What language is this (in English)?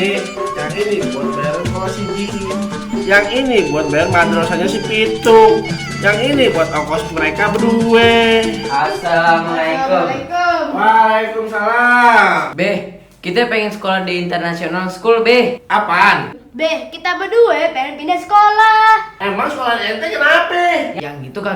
Betawi